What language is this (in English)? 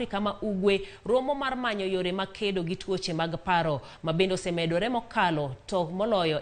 Luo (Kenya and Tanzania)